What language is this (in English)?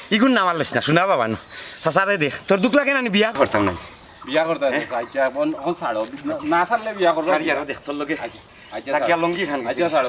Sylheti